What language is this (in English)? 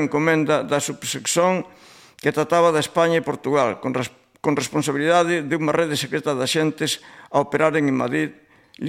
Galician